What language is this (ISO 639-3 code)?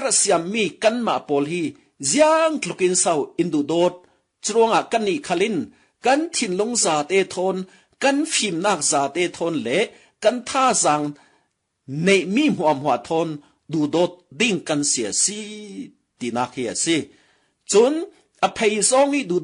cfm